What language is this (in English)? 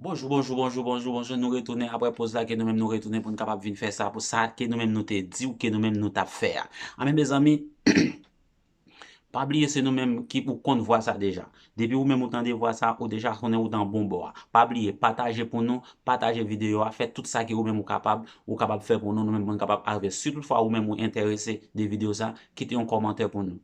Haitian Creole